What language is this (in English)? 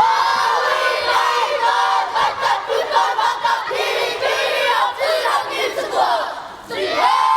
Māori